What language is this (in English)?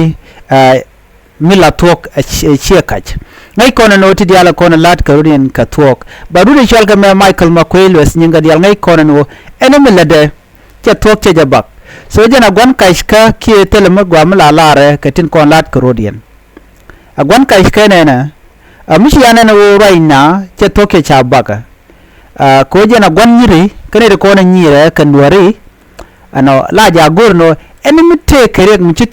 Nuer